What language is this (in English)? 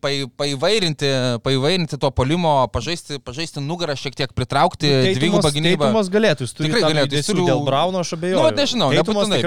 Lithuanian